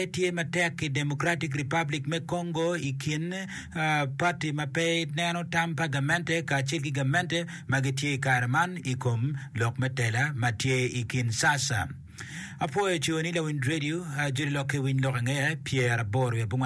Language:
Acoli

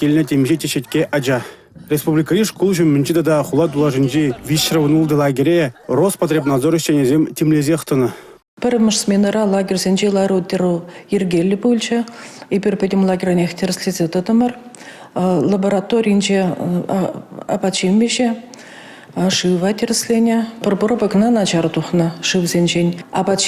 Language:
Chuvash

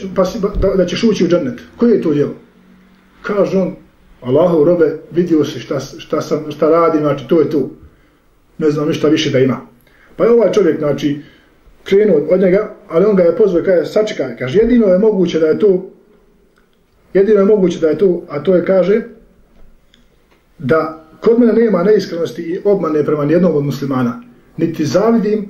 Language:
Bosnian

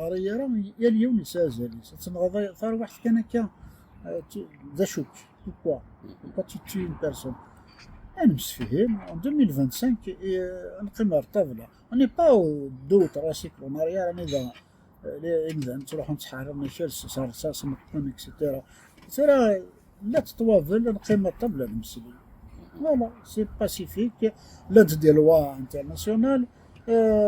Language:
Kabyle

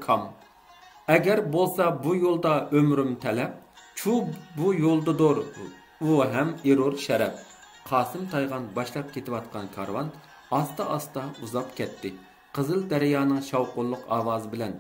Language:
Uyghur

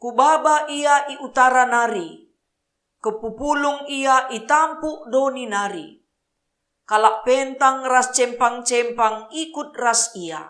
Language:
Batak Karo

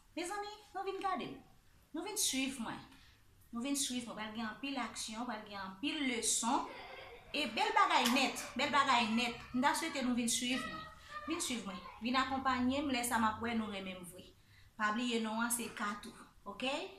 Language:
Haitian Creole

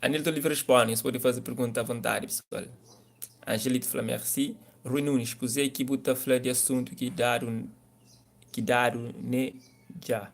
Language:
Kabuverdianu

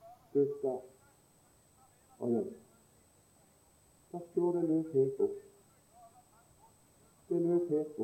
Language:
Norwegian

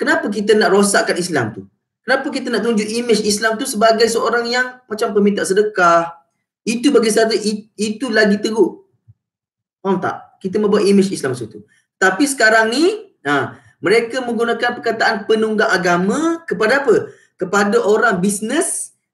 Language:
Malay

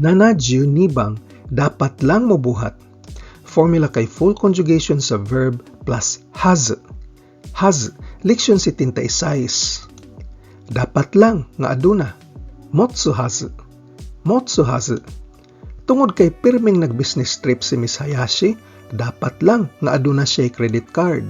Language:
Cebuano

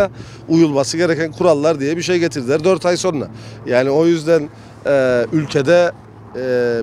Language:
Turkish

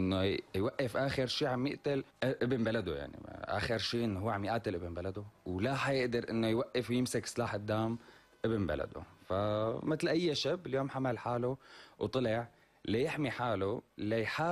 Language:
North Levantine Arabic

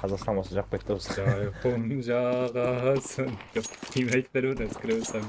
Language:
Kara-Kalpak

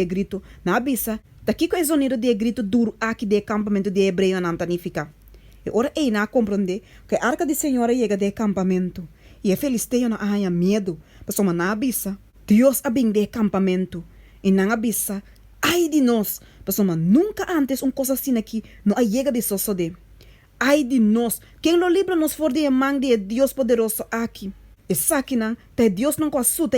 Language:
Papiamento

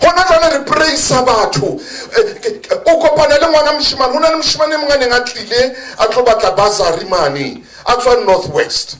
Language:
Southern Sotho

